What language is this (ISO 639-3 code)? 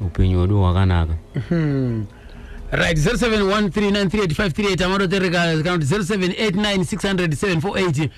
sna